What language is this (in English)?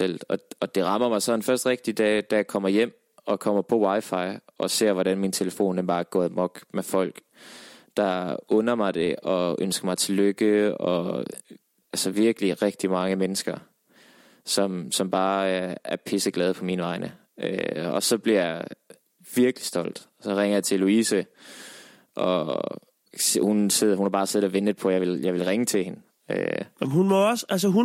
Danish